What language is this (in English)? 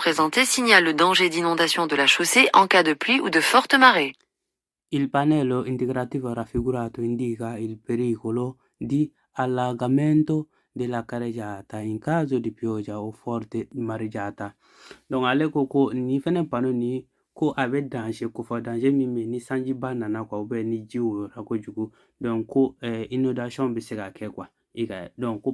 Bambara